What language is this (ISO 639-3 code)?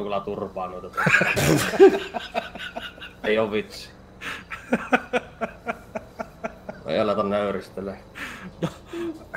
fin